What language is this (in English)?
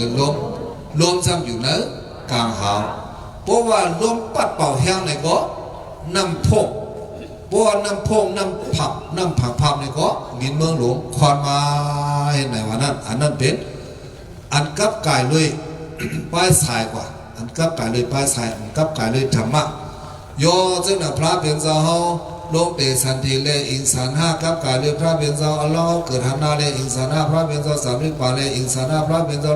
Shan